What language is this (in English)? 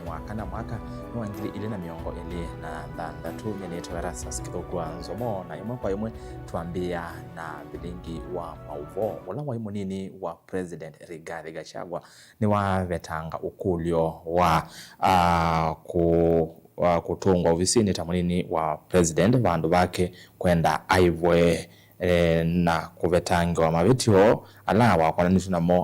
Kamba